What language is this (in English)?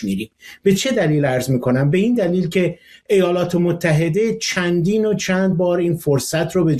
Persian